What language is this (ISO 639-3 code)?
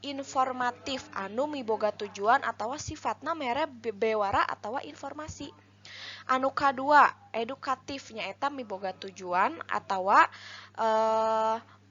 sun